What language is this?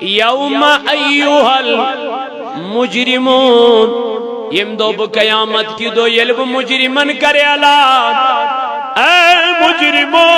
Kashmiri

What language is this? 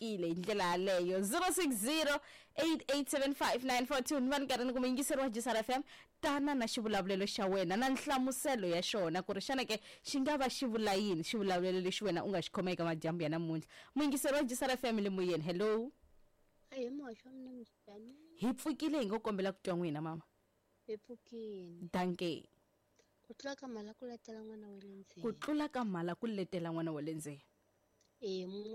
Tsonga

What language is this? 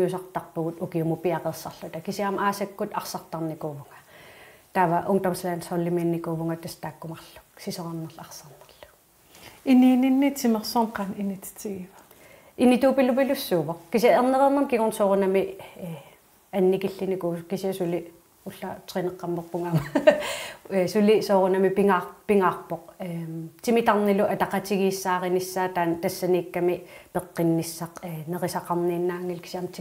Kalaallisut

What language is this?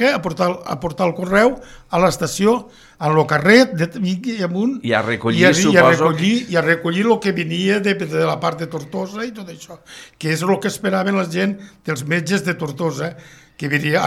Catalan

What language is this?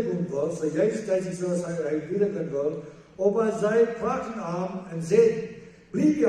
Plautdietsch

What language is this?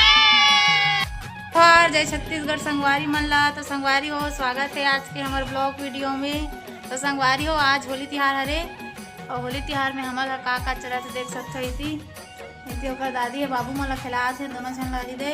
Chhattisgarhi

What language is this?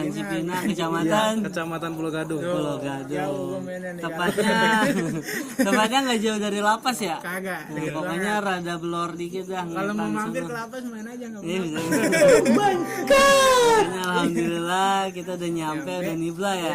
Betawi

